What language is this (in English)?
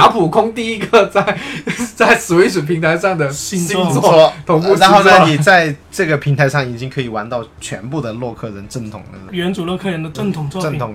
Chinese